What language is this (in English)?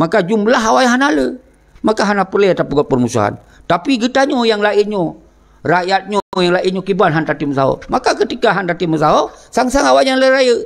Achinese